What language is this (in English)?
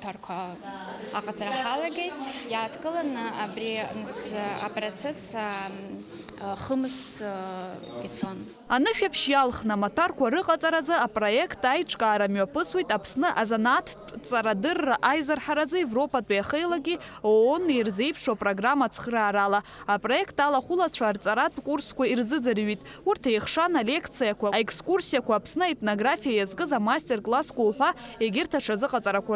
Abkhazian